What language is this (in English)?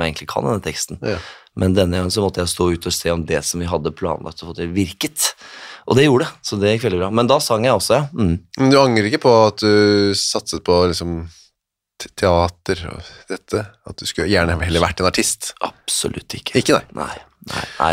Norwegian